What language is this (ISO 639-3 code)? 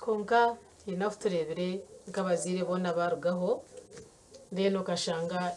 nyn